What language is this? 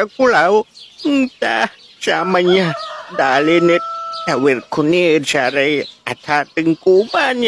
Pangasinan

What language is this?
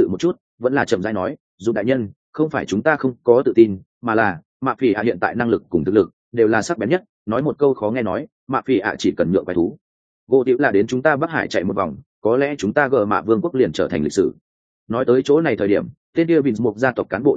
Vietnamese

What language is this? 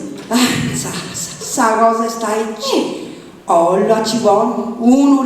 Sardinian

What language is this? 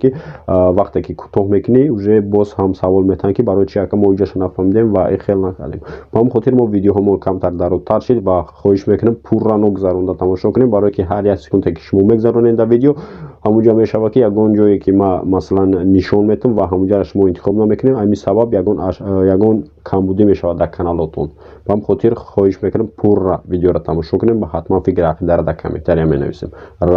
Tajik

